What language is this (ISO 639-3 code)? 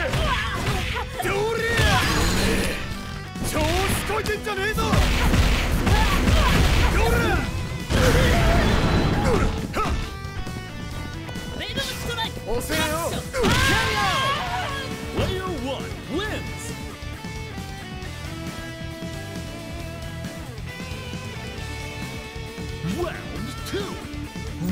jpn